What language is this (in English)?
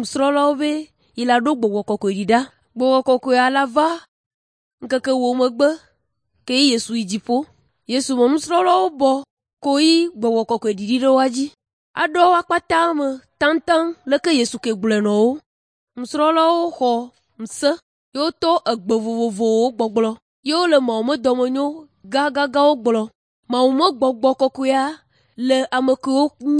Ewe